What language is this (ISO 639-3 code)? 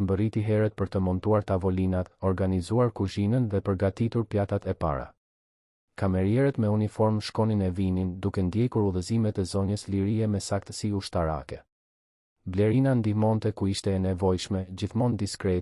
sqi